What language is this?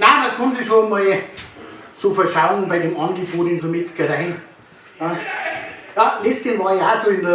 Bavarian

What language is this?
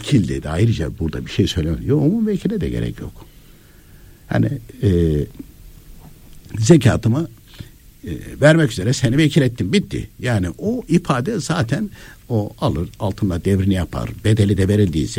Turkish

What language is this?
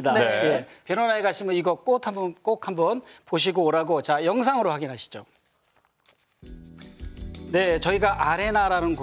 Korean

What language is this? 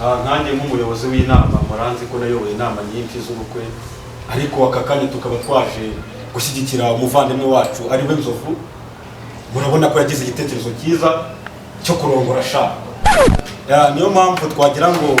Kinyarwanda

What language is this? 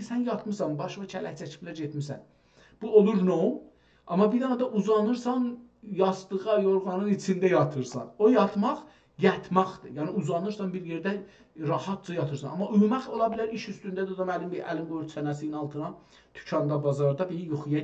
South Azerbaijani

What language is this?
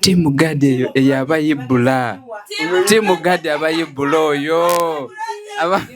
Ganda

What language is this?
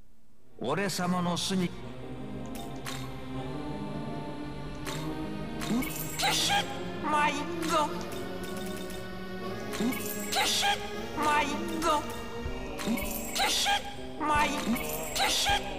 Japanese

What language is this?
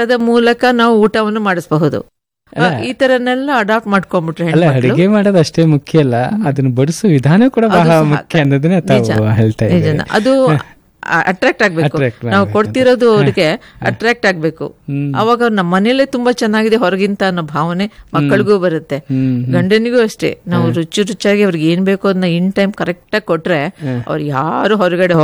Kannada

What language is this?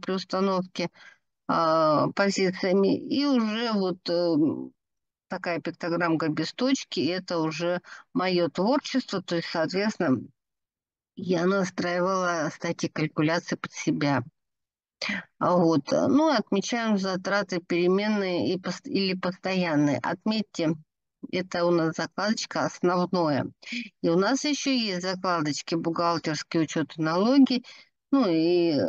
Russian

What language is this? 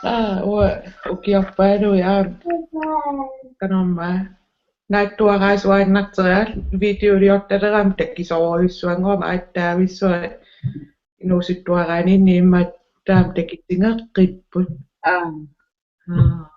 Kalaallisut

